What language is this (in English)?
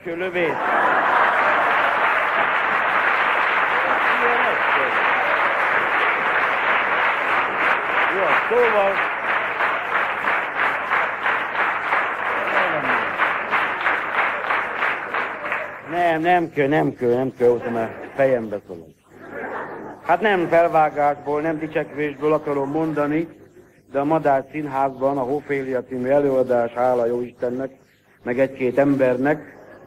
Hungarian